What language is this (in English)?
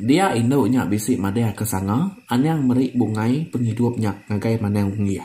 Iban